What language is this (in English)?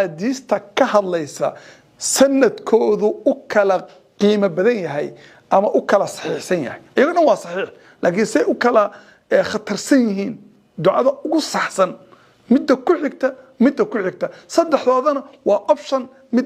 Somali